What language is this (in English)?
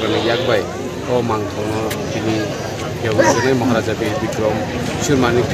Kok Borok